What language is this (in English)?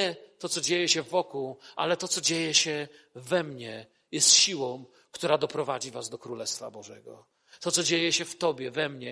Polish